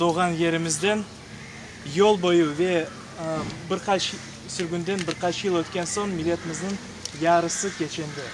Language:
Crimean Tatar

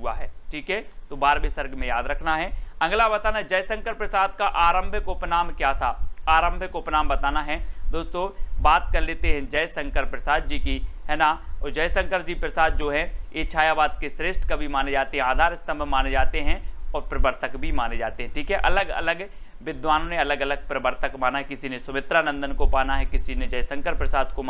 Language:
Hindi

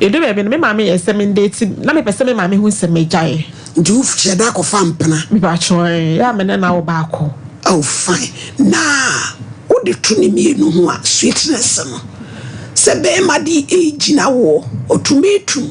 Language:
Akan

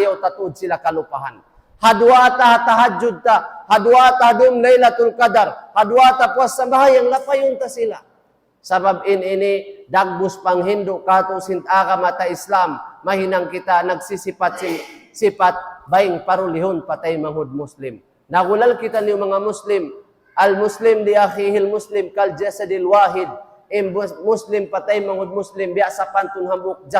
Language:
Tausug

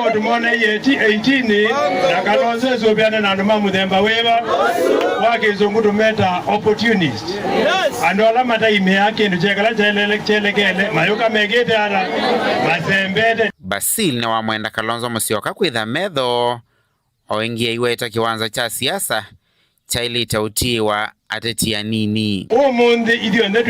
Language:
Kamba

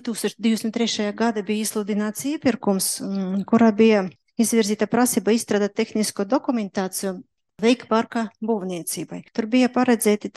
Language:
Latvian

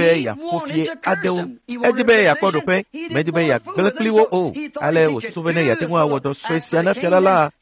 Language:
Ewe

